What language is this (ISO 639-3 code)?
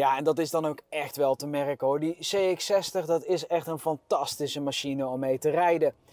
nld